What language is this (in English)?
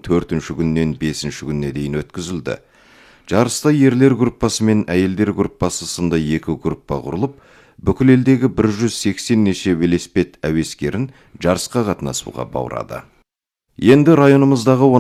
Kazakh